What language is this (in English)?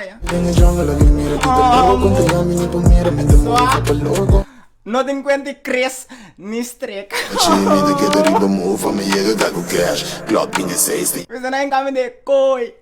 Papiamento